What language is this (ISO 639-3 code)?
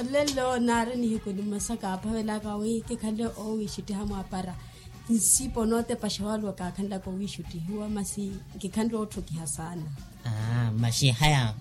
vmw